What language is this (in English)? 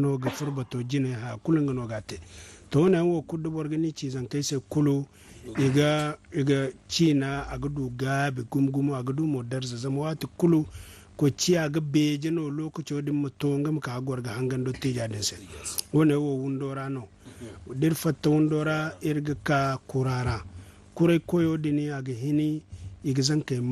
Zarma